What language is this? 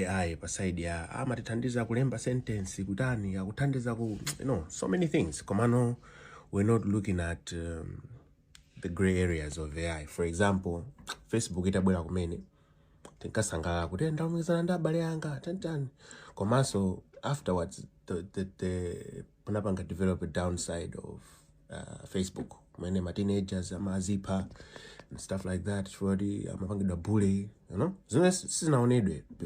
Nyanja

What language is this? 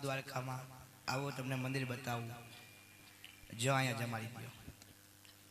Gujarati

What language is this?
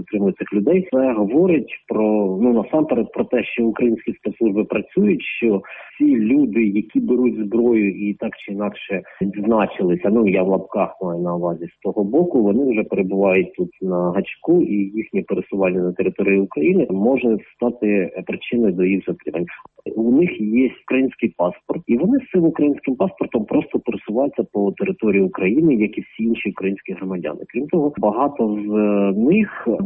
Ukrainian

